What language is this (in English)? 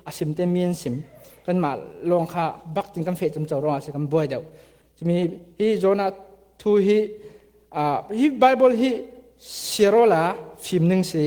Falam Chin